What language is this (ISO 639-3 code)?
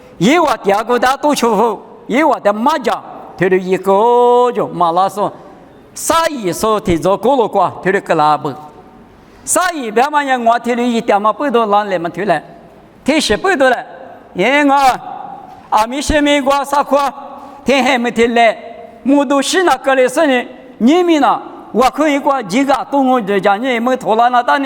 lis